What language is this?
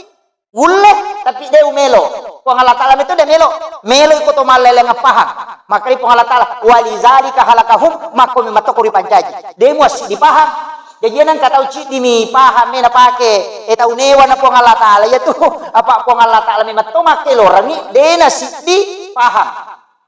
Buginese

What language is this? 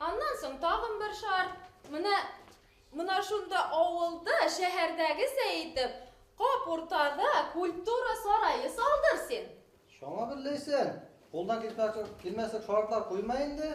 Bashkir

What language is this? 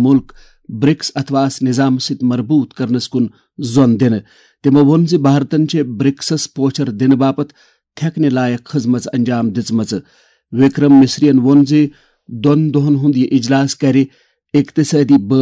Kashmiri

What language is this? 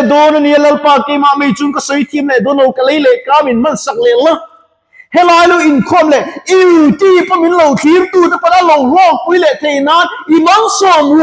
Mizo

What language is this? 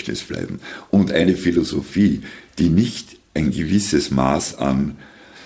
German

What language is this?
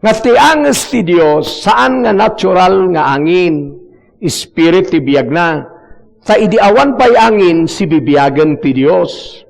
Iloko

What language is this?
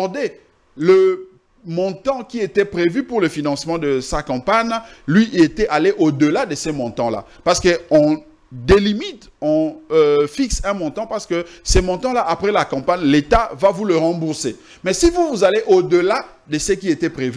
French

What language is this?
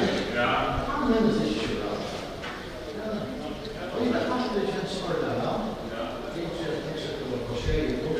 Faroese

